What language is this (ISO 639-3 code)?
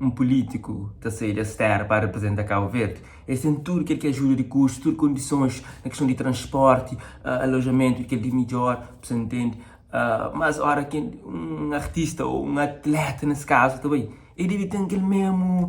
kea